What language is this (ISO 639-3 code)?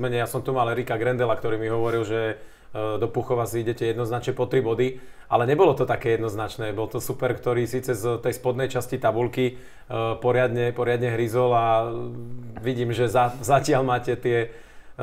slk